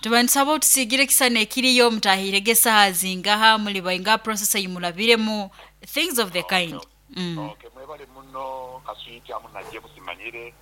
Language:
Nyoro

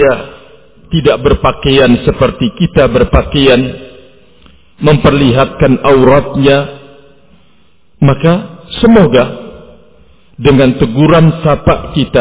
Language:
Indonesian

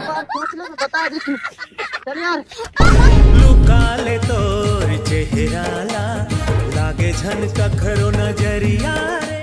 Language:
Chhattisgarhi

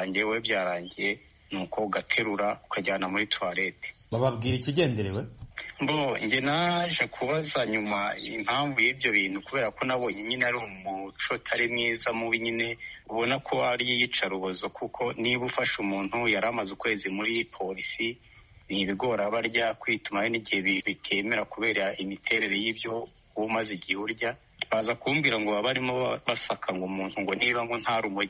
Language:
Kinyarwanda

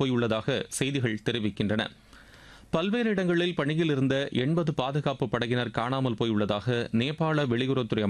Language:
Tamil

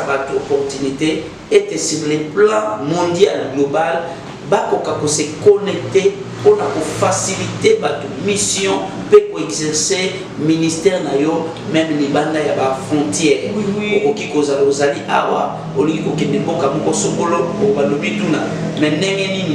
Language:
Lingala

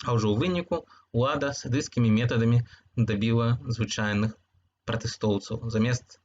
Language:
Belarusian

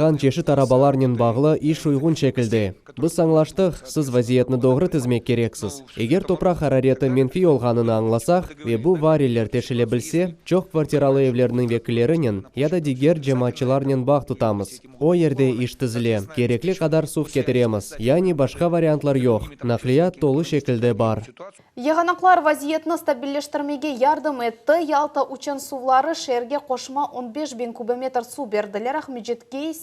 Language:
Crimean Tatar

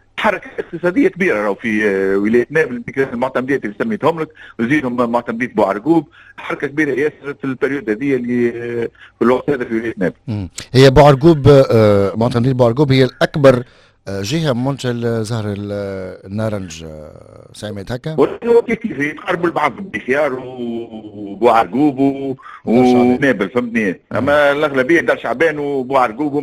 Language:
Tunisian Arabic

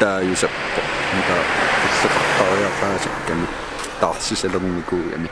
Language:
Kalaallisut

